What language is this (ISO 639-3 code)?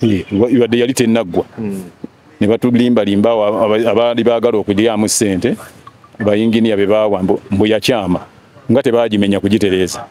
lug